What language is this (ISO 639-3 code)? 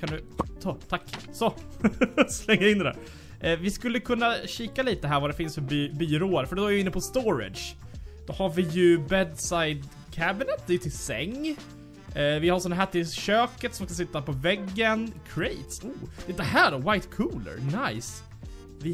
swe